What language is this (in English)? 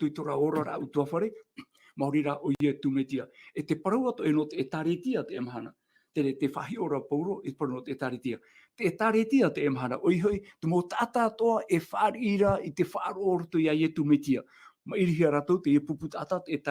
Tahitian